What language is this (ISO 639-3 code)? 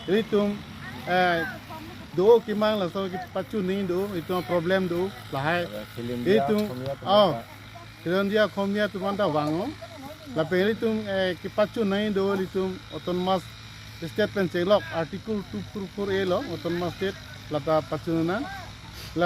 mjw